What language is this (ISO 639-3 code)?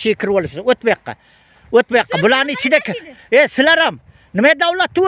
uzb